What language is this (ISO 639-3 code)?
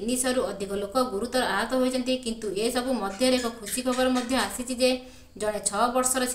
ori